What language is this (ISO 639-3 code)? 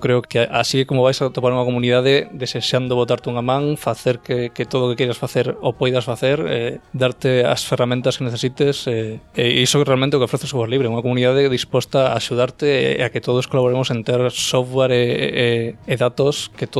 glg